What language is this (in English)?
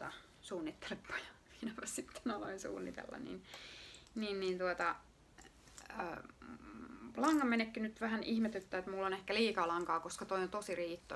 Finnish